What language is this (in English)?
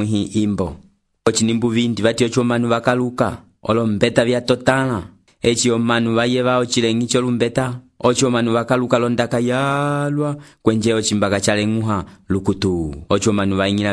Umbundu